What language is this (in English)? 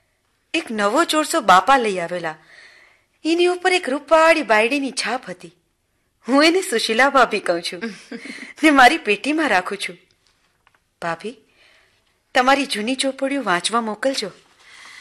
Gujarati